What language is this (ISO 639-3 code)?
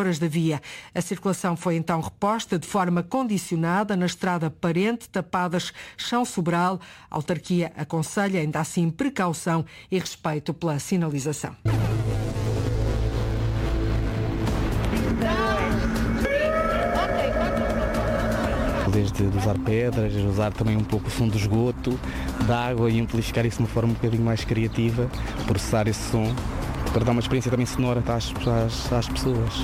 por